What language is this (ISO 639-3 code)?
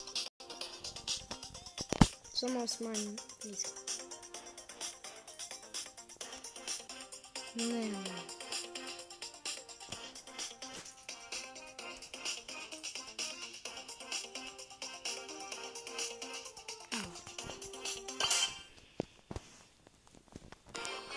hrv